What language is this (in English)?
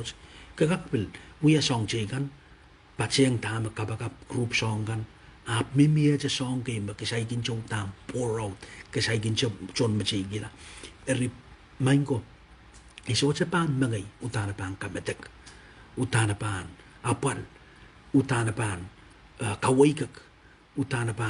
Pohnpeian